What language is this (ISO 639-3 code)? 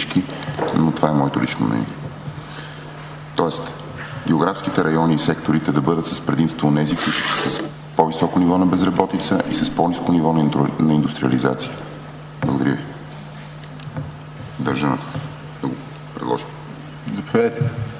bul